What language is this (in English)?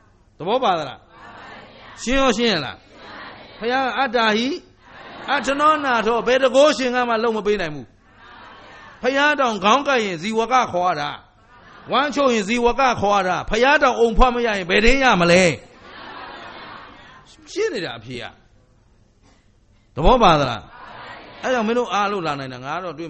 Burmese